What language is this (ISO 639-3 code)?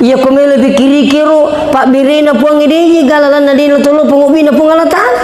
bug